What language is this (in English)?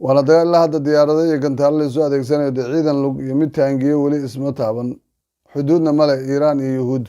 Somali